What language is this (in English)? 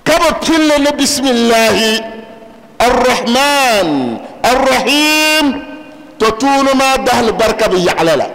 Dagbani